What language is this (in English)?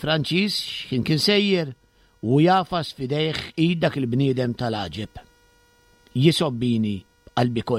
Maltese